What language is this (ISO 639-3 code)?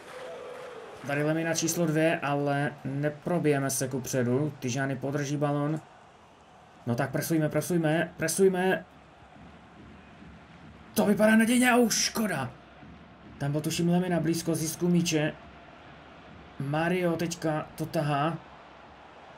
ces